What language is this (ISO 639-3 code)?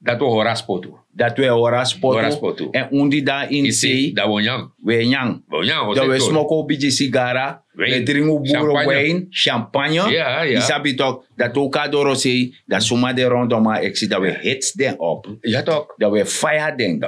srn